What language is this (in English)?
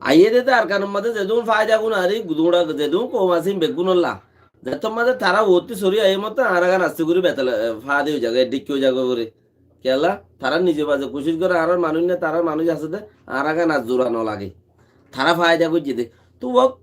Rohingya